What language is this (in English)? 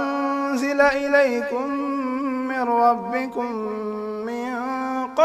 Fula